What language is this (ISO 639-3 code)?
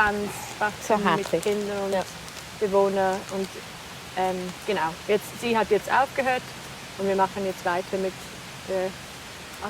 gsw